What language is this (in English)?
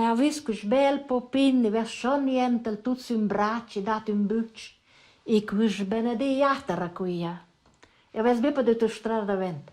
Romansh